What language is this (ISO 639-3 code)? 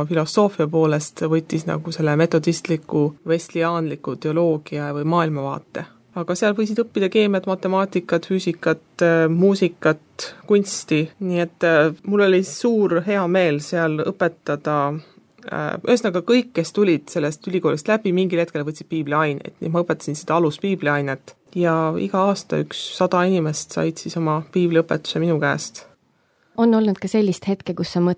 est